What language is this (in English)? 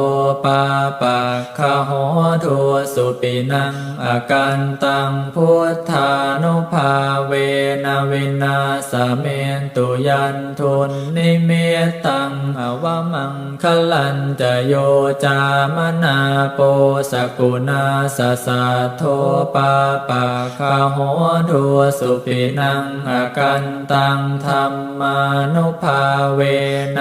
Pali